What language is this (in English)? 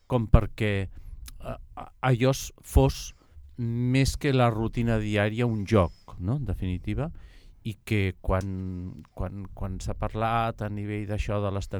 Catalan